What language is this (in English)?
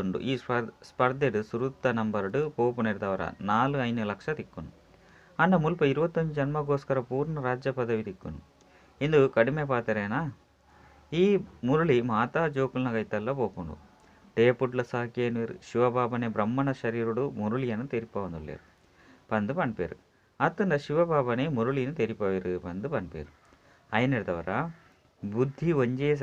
Tulu